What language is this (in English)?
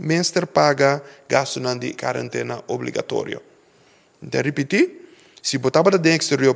Papiamento